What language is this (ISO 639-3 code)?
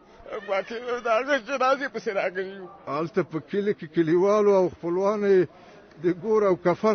pus